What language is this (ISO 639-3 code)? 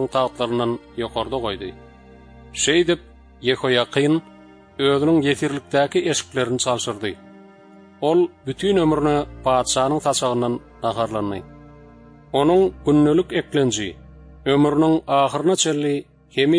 tuk